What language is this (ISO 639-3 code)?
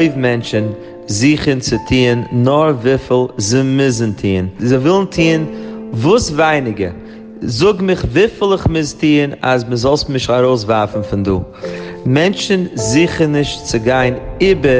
yid